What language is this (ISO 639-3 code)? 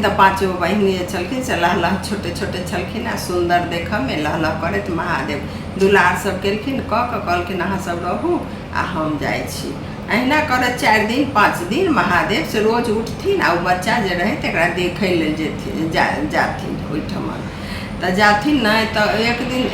mai